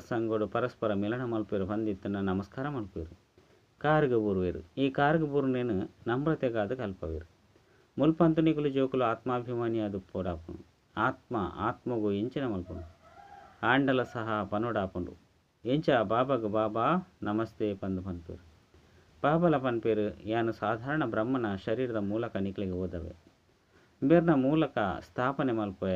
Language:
Tulu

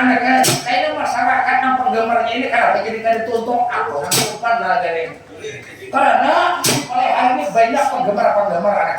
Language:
Banjar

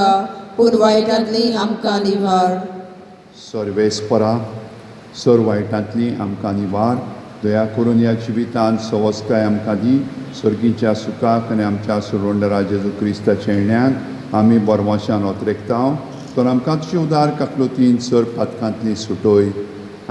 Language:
Konkani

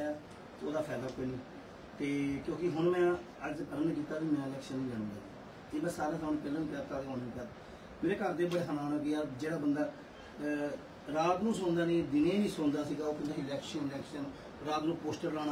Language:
Punjabi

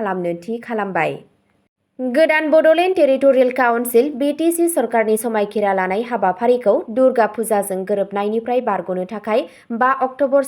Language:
Bodo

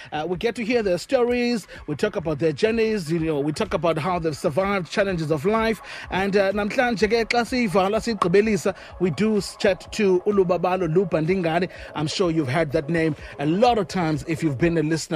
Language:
Xhosa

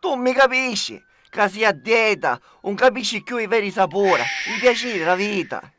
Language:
Sicilian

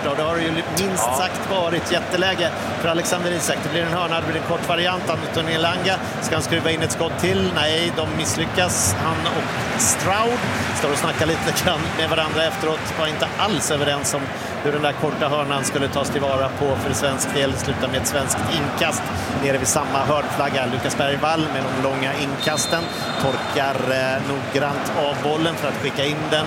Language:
Swedish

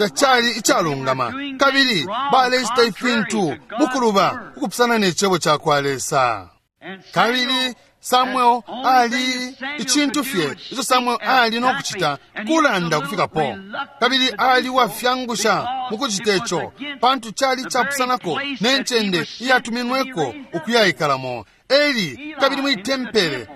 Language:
Bemba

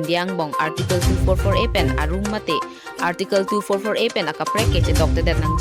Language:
Karbi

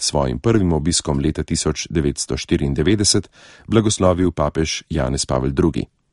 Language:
Slovenian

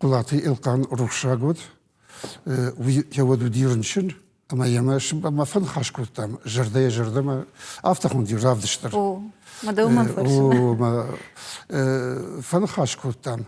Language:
Ossetic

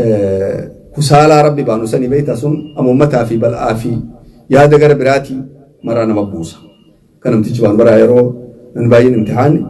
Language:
Oromo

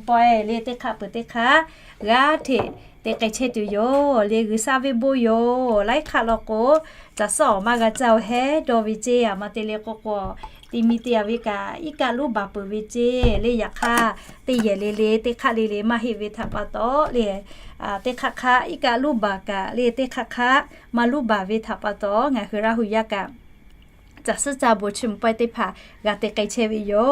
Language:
Lahu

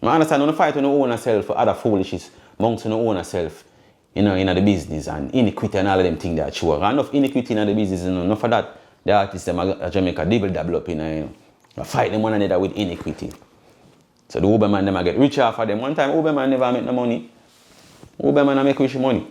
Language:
Jamaican Creole English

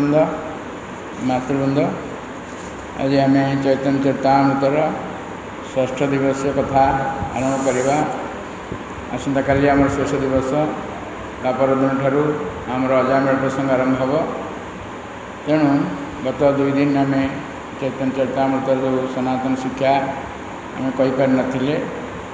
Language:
Odia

